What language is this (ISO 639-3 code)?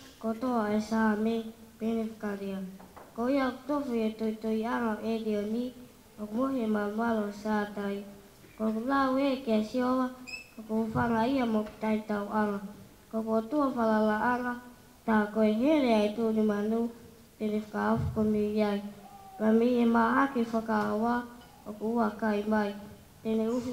ton